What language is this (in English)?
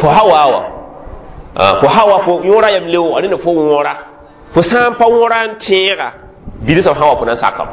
Mossi